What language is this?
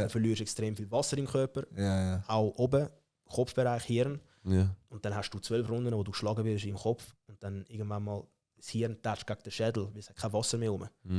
Swiss German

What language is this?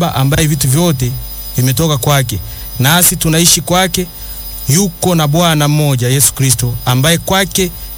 Swahili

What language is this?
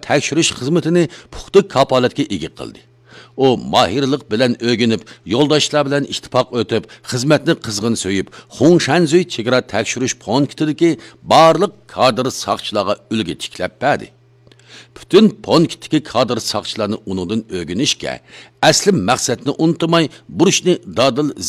Uyghur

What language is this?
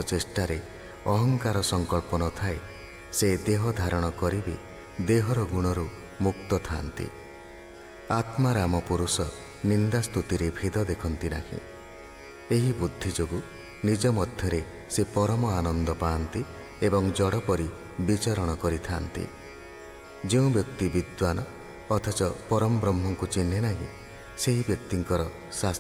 Odia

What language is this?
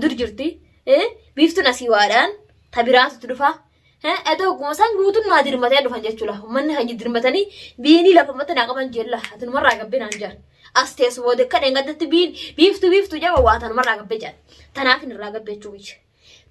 Oromo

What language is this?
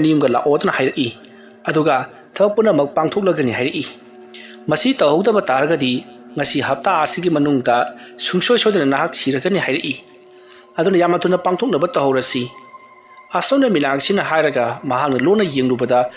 Manipuri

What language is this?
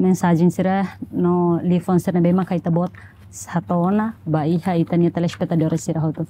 Tetum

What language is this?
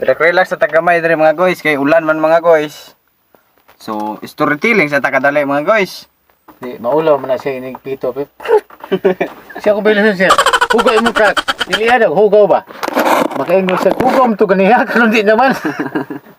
Cebuano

